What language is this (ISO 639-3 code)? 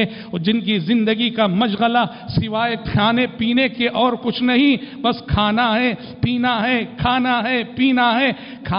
urd